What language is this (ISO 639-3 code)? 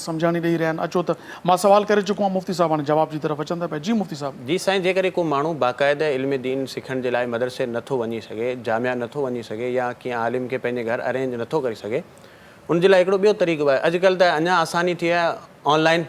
snd